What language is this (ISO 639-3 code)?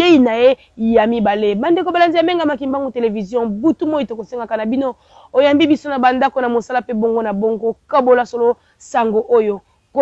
lin